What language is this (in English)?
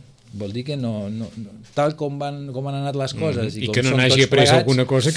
Catalan